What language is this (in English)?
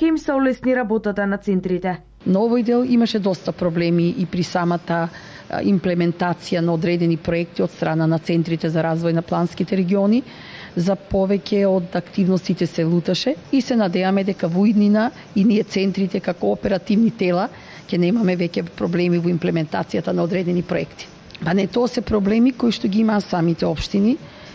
Macedonian